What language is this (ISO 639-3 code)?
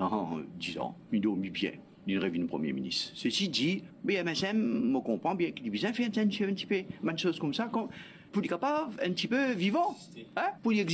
mfe